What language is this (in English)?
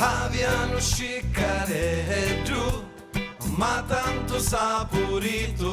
Sicilian